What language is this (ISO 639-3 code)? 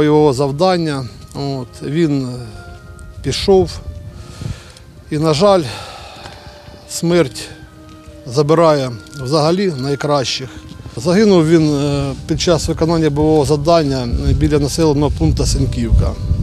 ukr